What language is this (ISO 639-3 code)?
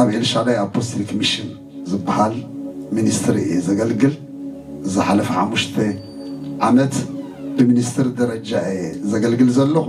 tir